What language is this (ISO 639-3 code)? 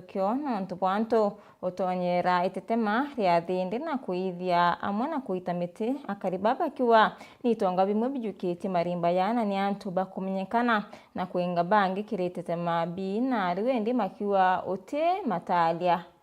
mer